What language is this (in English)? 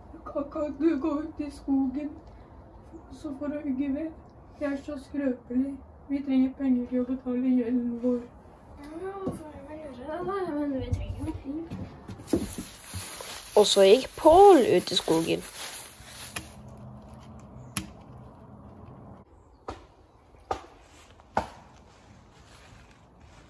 Norwegian